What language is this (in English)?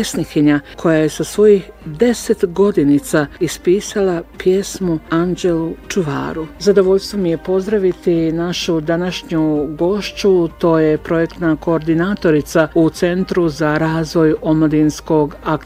Bosnian